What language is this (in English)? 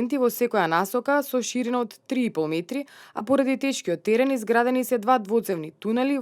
Macedonian